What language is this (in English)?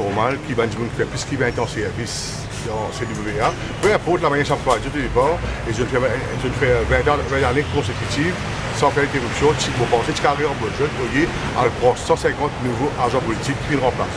Morisyen